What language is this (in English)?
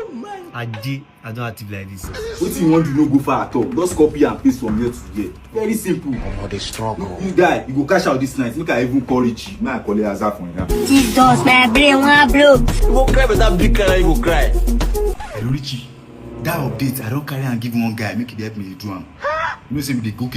Nigerian Pidgin